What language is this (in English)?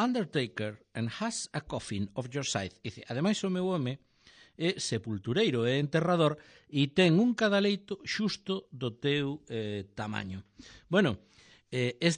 Galician